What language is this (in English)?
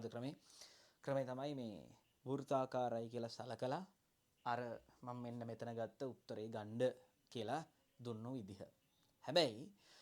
Sinhala